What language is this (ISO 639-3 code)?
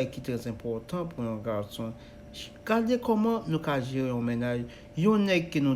hat